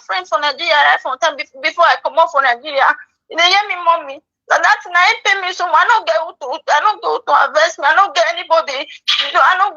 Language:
Nigerian Pidgin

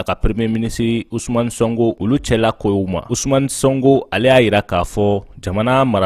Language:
Bambara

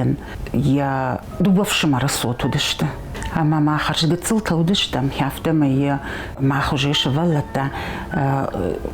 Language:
Ossetic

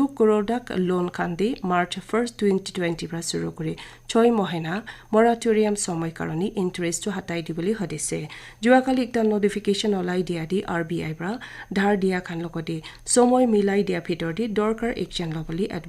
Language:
Naga Pidgin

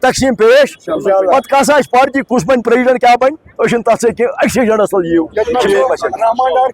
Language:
Kashmiri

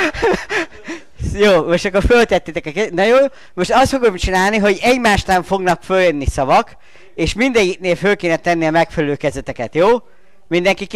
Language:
Hungarian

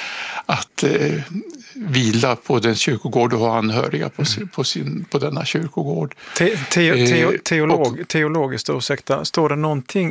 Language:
Swedish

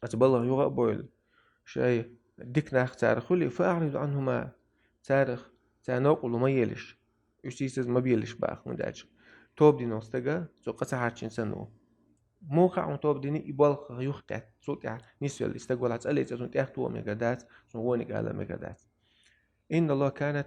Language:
Chechen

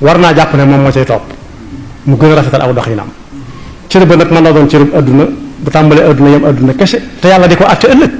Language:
Wolof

